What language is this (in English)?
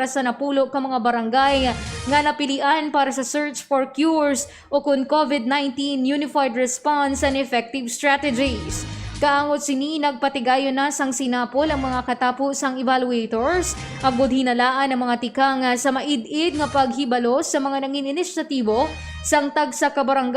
Hiligaynon